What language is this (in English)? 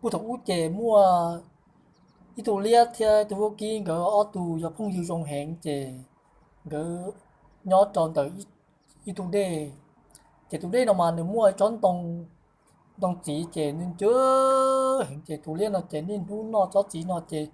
Hmong